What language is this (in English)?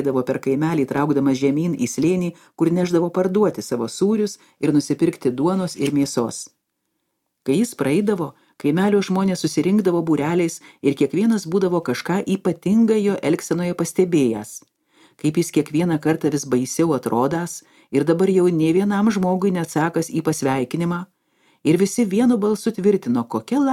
Lithuanian